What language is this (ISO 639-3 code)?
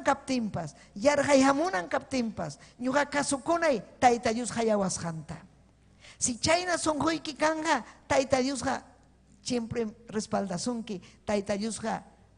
quy